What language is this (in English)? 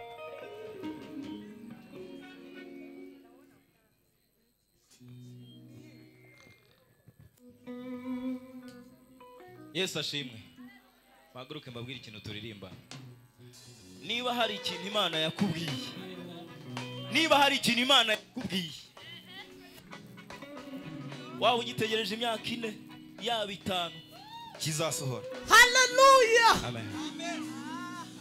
Kinyarwanda